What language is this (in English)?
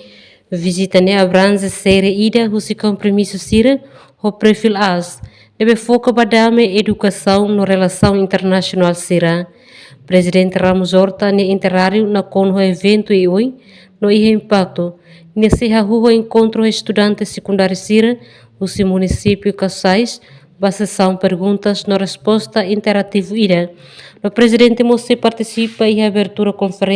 Tetum